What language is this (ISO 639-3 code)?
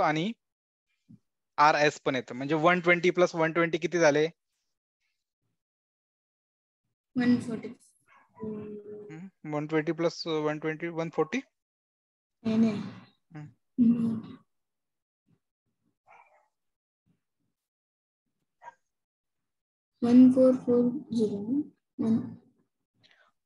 mar